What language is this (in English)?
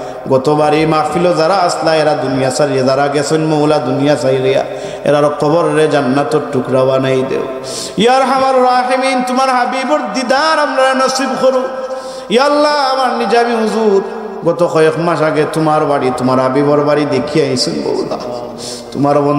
Sylheti